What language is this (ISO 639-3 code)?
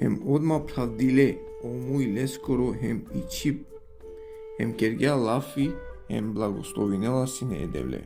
rmn